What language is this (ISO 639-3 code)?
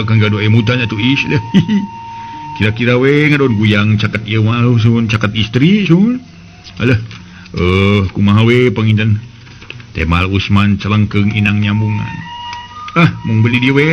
sun